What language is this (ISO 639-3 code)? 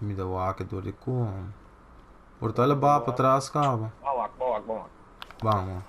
pap